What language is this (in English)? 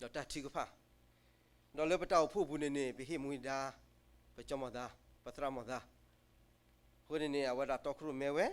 S'gaw Karen